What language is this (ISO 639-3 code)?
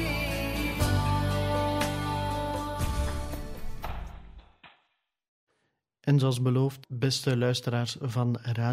nld